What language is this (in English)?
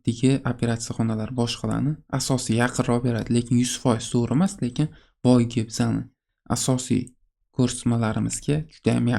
Uzbek